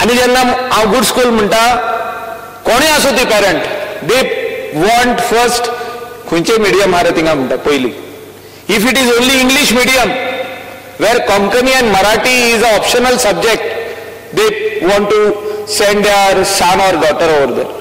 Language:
Konkani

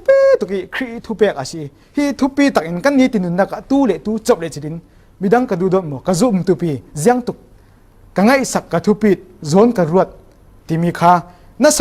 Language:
Falam Chin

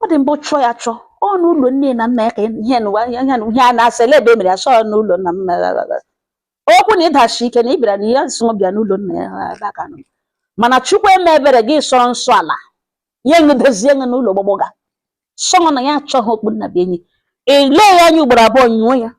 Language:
Igbo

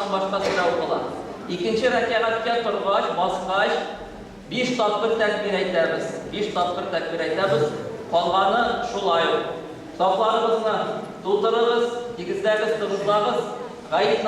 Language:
Bashkir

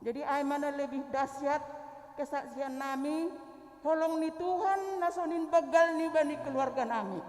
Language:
Batak Simalungun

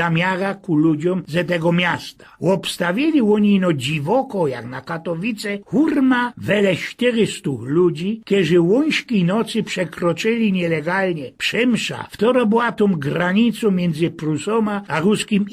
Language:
Silesian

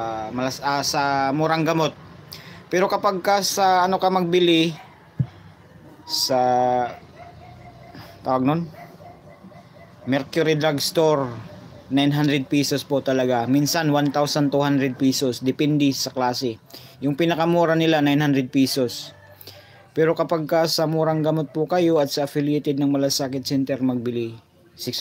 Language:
Filipino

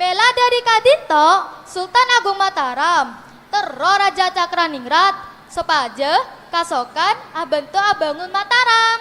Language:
Madurese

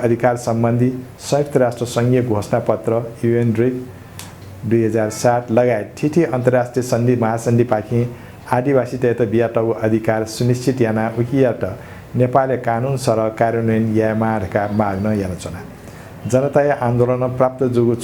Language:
Newari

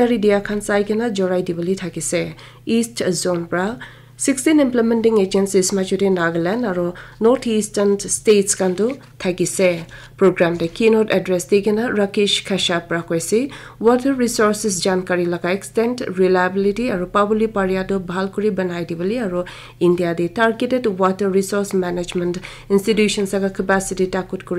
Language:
Naga Pidgin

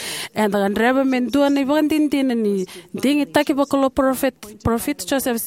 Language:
Fijian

